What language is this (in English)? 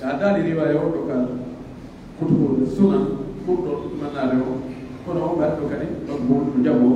Pular